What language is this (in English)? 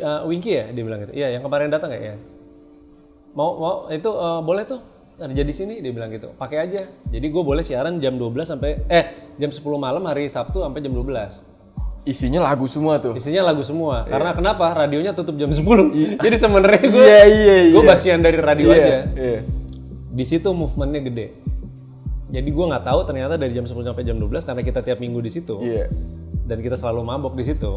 Indonesian